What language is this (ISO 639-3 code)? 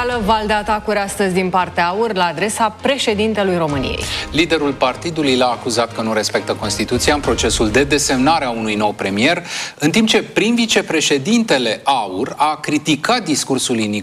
ron